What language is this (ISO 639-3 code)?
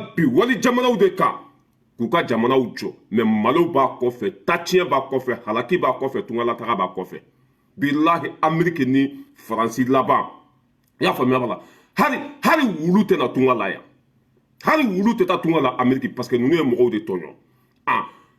bam